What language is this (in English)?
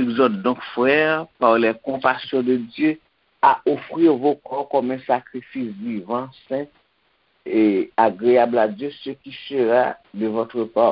Haitian Creole